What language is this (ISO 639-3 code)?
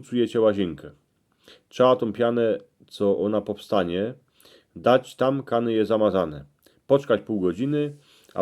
szl